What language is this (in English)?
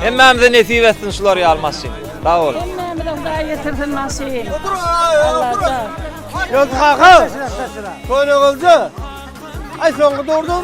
Turkmen